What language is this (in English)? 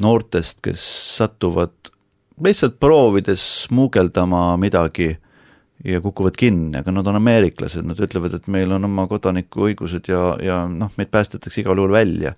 Estonian